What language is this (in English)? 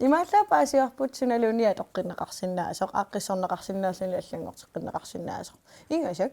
Kalaallisut